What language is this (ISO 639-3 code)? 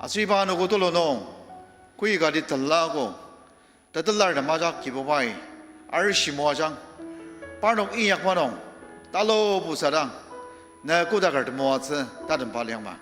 njo